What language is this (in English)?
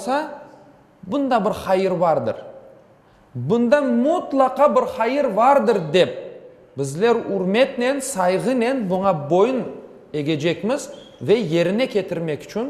Crimean Tatar